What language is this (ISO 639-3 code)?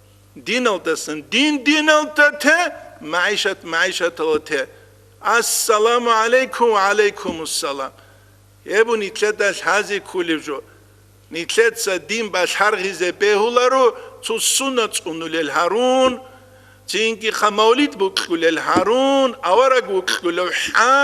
ava